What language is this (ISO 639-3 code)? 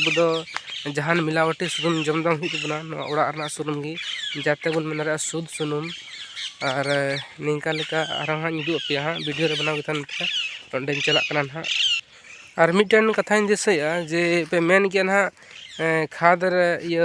sat